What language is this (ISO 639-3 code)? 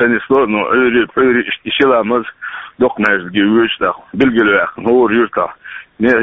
che